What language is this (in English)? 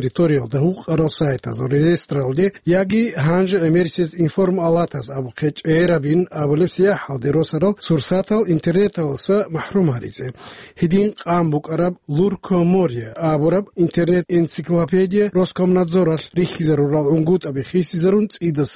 Avaric